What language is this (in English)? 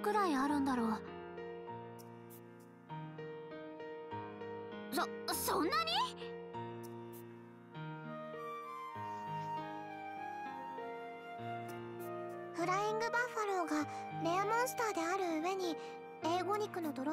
Japanese